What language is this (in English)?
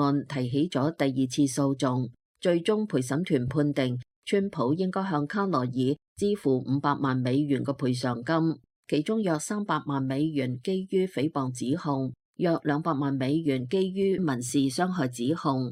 Cantonese